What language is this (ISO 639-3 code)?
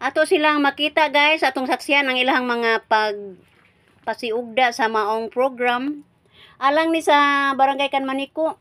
ceb